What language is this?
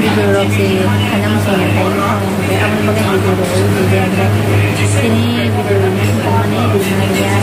Kok Borok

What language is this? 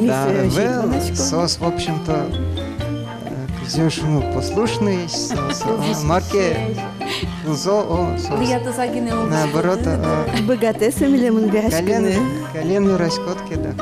Udmurt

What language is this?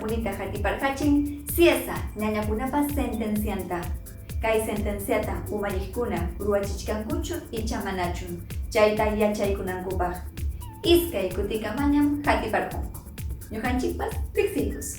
Ayacucho Quechua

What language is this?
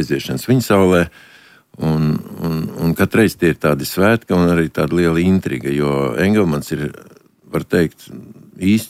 Latvian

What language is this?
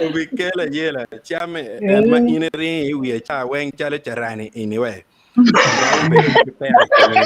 Acoli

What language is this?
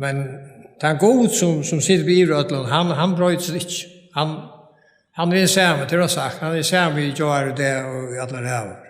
Faroese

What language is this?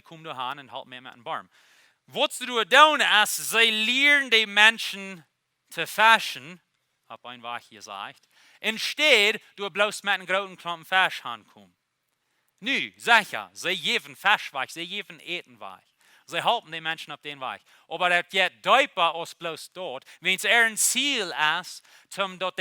Plautdietsch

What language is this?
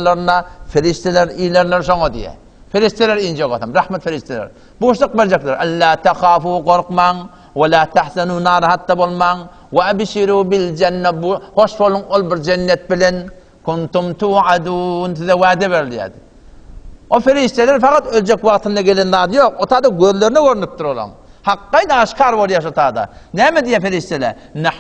Turkmen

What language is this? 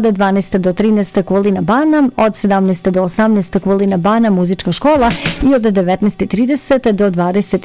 Bosnian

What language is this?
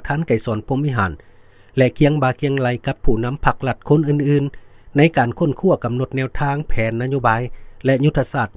Lao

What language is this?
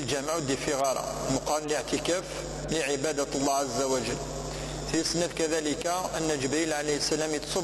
Kabyle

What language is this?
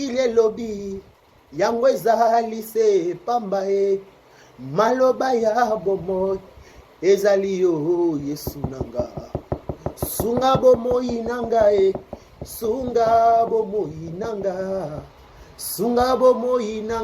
Lingala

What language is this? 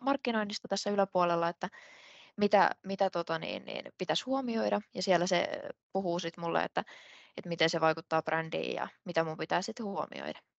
Finnish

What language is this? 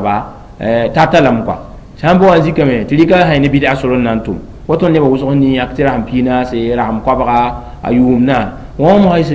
Mossi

